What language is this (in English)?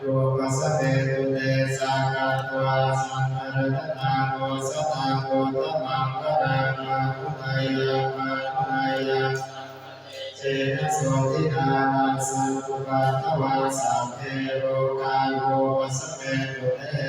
Pali